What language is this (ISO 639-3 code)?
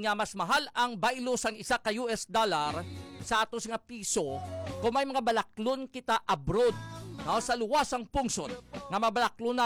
hil